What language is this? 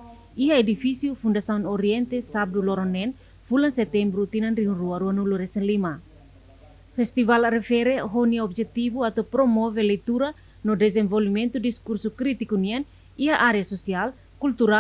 Tetum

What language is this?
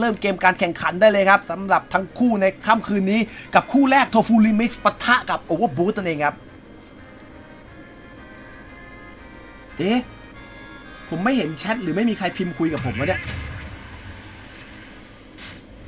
Thai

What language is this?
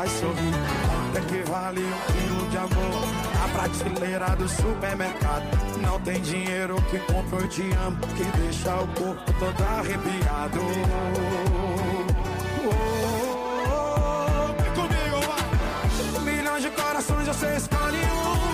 Portuguese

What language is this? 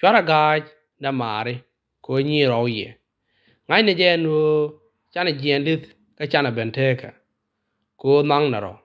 Nuer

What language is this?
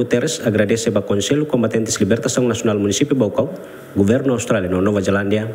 Tetum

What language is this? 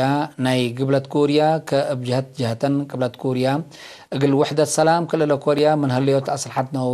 Tigre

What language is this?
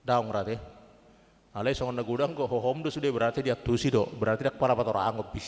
Batak Toba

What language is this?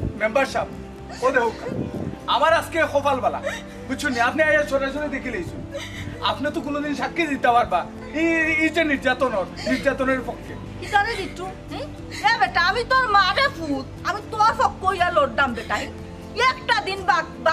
Sylheti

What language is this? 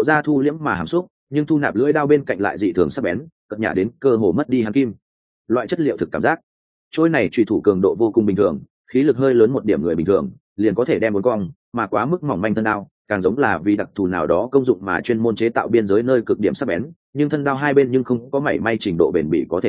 Vietnamese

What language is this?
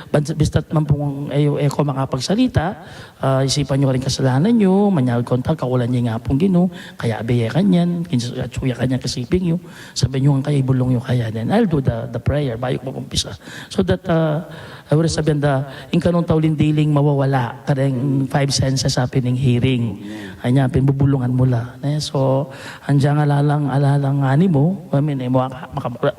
Pampanga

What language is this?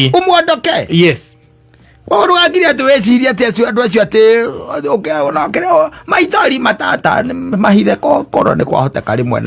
Kikuyu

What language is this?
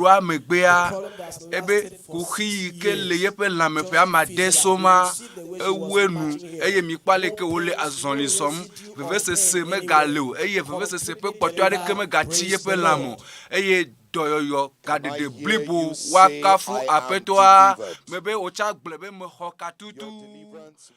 Ewe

